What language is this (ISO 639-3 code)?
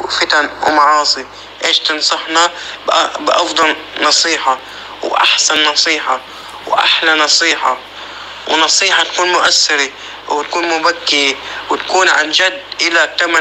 apc